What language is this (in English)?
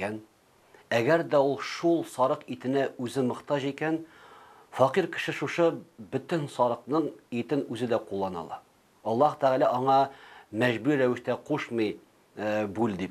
Tatar